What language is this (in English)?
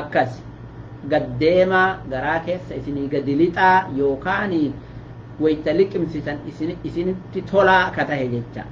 Oromo